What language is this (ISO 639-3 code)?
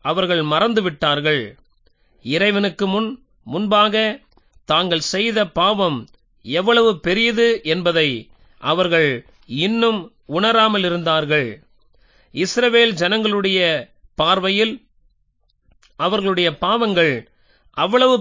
tam